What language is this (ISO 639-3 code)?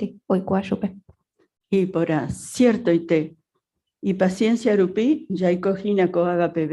grn